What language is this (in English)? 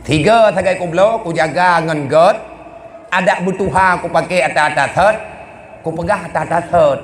Achinese